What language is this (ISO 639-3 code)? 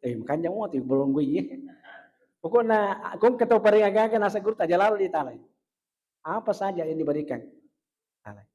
bug